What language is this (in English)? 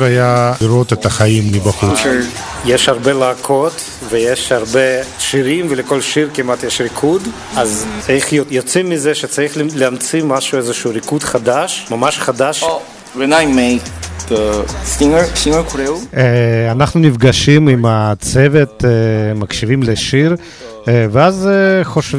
Hebrew